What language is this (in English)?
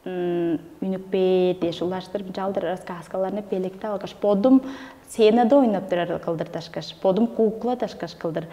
Tuvinian